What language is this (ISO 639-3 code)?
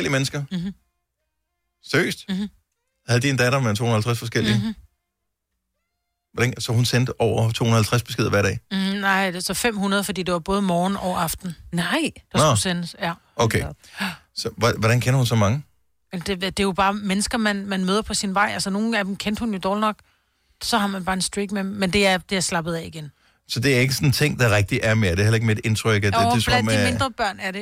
dan